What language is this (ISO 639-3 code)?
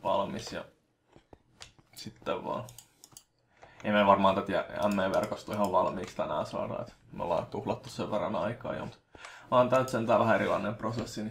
fin